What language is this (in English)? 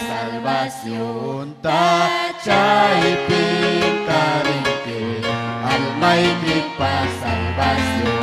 Ayacucho Quechua